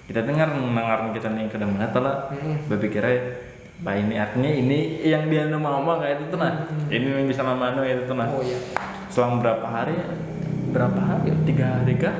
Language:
Banjar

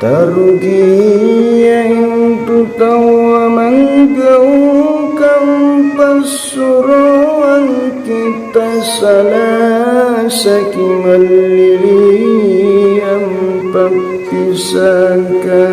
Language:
Makasar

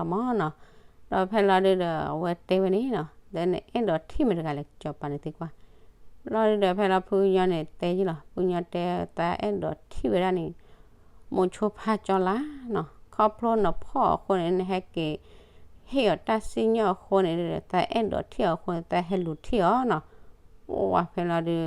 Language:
S'gaw Karen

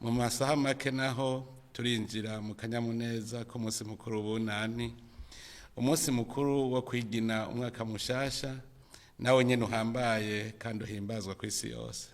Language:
Rundi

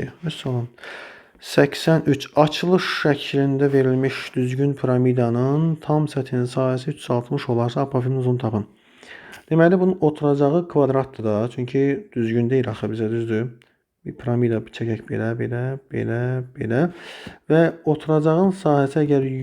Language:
Azerbaijani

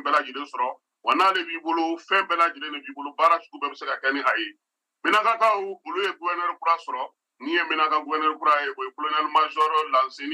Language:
Bambara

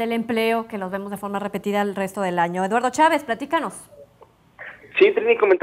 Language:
Spanish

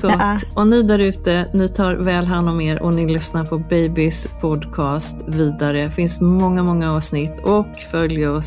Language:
Swedish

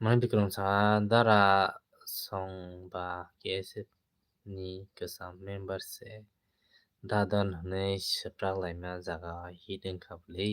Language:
Kok Borok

